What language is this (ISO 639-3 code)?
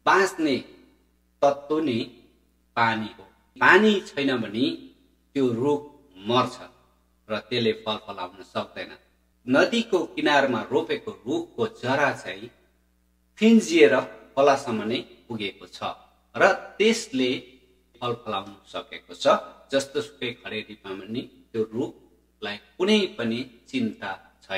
nep